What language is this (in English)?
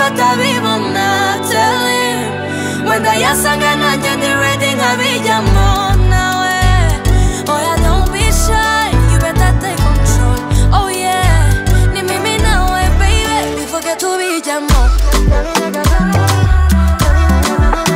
Kinyarwanda